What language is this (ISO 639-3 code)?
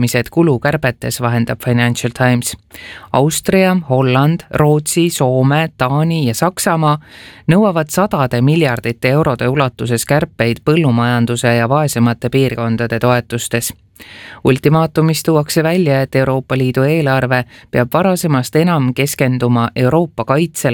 est